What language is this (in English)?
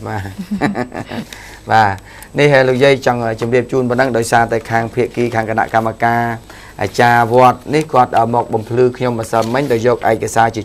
Khmer